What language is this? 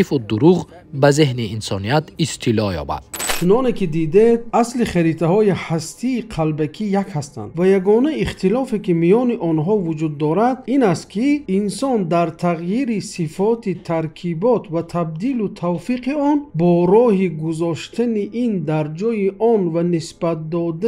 Tajik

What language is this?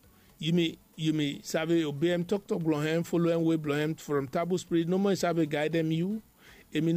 Bislama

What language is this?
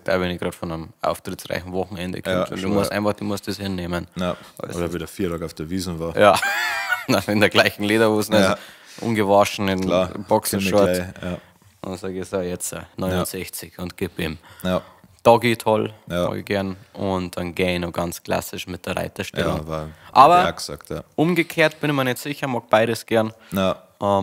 Bavarian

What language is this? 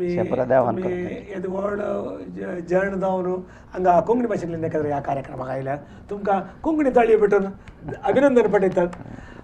Konkani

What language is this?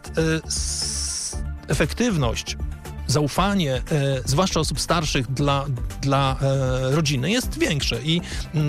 Polish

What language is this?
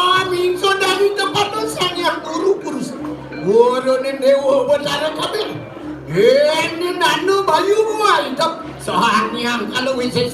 Balinese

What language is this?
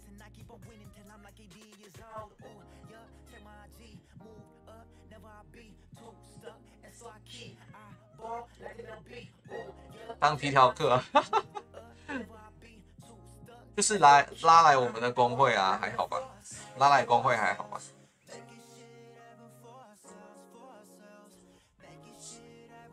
Chinese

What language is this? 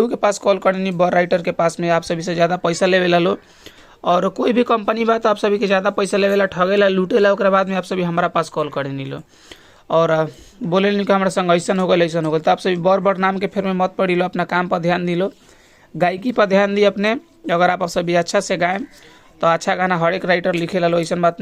Bhojpuri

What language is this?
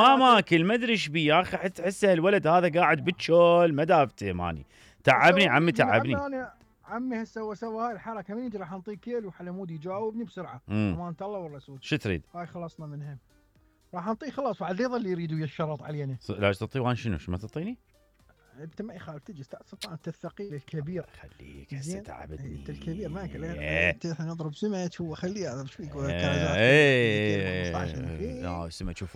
Mesopotamian Arabic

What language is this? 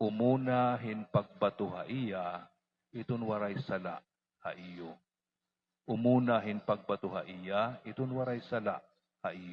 Waray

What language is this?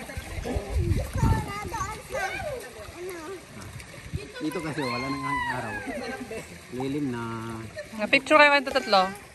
Filipino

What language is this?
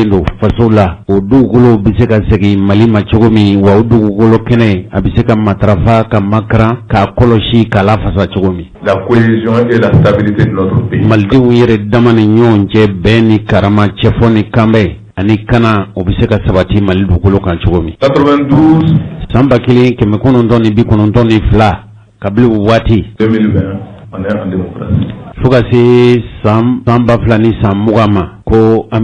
Bambara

